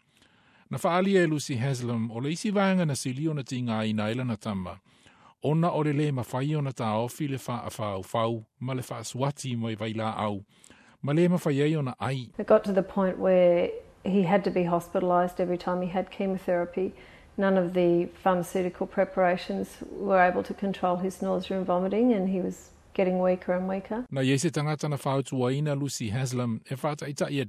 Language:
Samoan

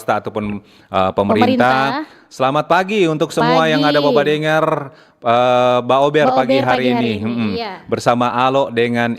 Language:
Manado Malay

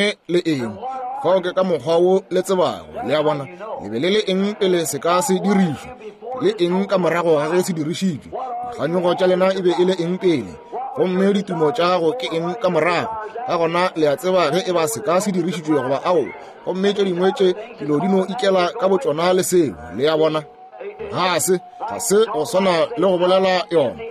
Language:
Northern Sotho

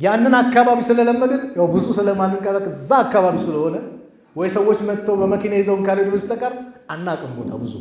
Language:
Amharic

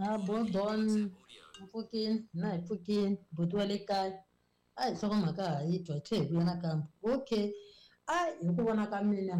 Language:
Tsonga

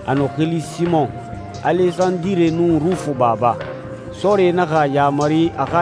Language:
Swahili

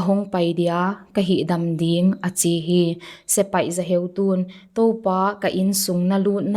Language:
Paite Chin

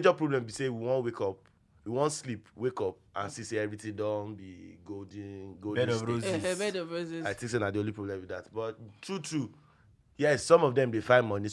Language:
Nigerian Pidgin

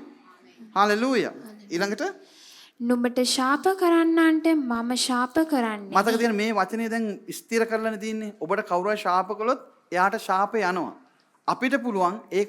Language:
Sinhala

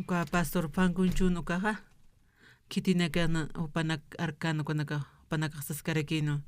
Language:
Aymara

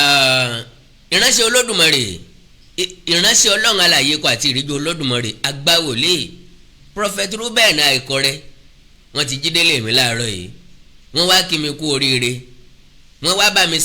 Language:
Yoruba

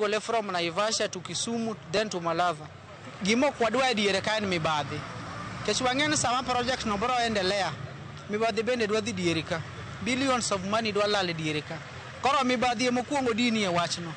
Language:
Luo (Kenya and Tanzania)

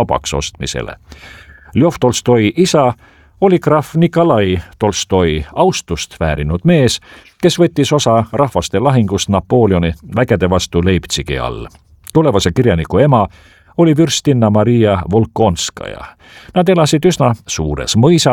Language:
Estonian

